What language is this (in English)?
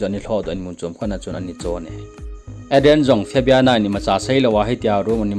Thado Chin